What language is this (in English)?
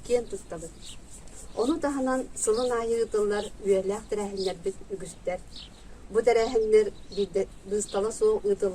Yakut